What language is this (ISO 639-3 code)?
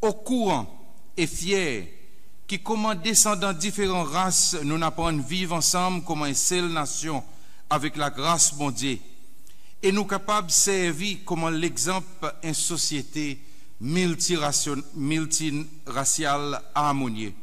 crs